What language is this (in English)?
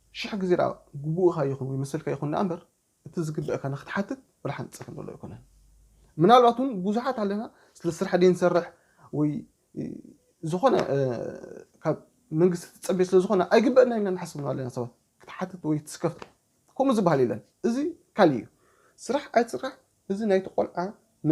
Tigrinya